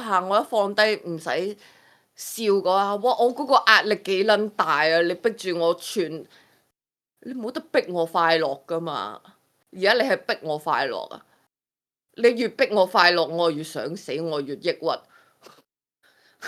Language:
Cantonese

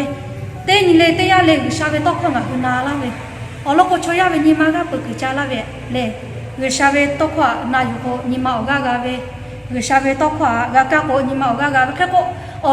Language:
Lahu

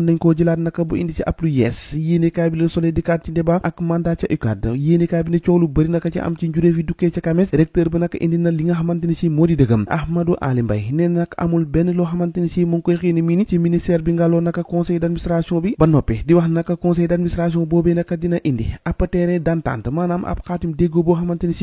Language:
Wolof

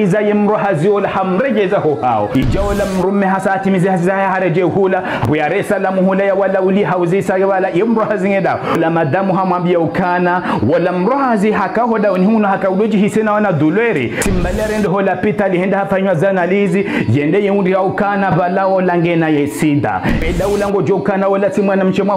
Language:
Ngazidja Comorian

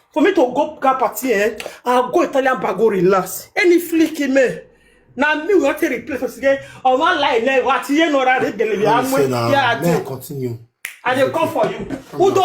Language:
Nigerian Pidgin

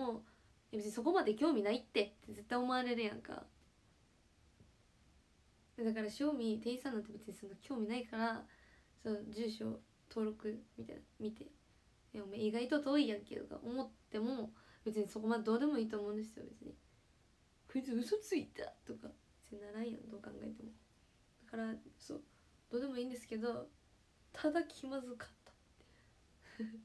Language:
Japanese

